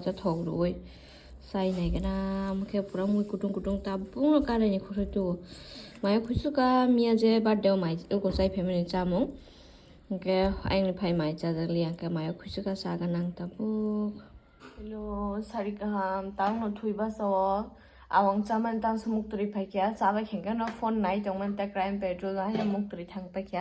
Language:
Kok Borok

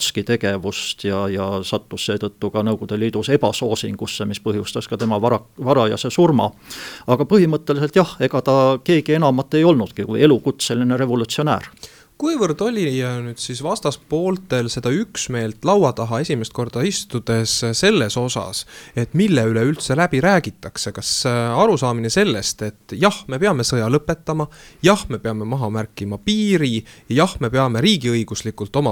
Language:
Estonian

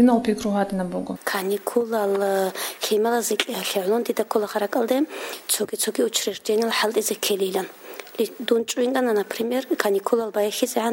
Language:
Avaric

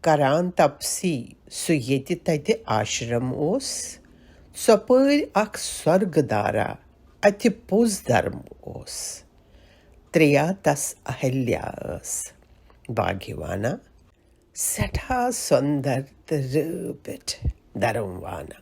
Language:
Kashmiri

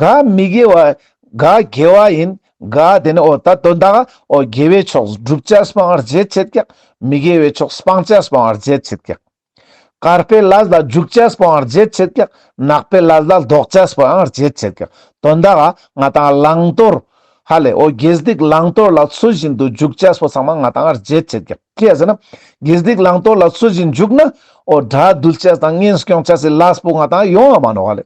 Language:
Ladakhi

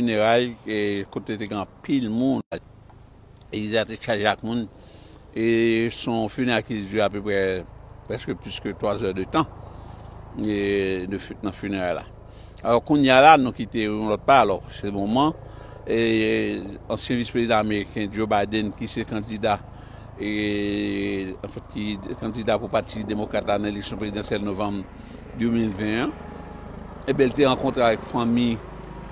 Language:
Haitian Creole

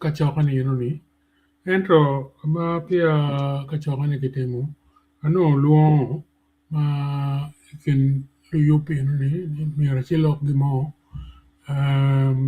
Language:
Acoli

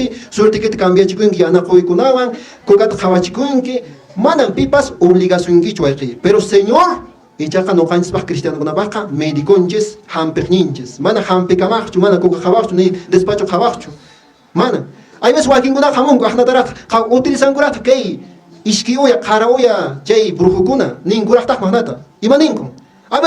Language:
Quechua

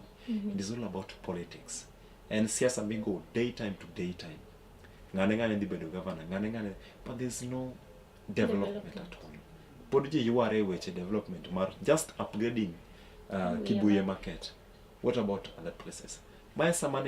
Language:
Luo (Kenya and Tanzania)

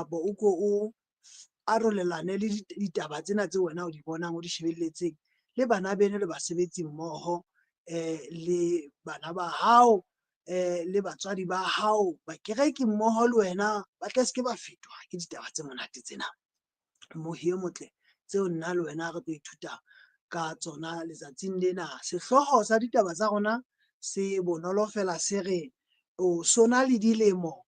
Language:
Southern Sotho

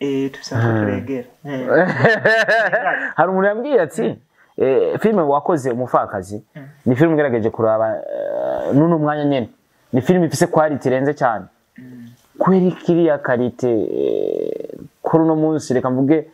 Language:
Rundi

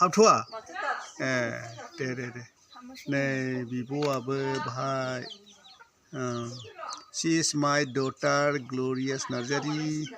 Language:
Bodo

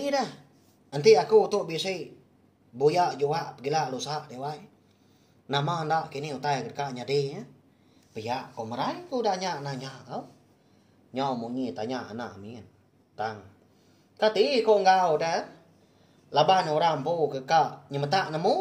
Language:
Iban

